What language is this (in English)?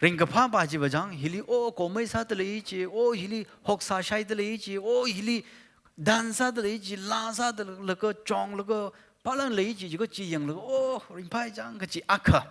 Tangkhul Naga (India)